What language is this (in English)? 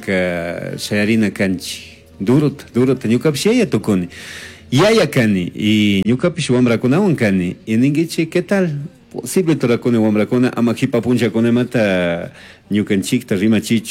Chimborazo Highland Quichua